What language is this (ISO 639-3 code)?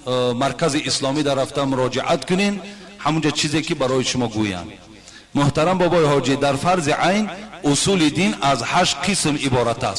tgk